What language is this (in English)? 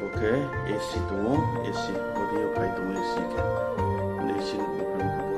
Riang (India)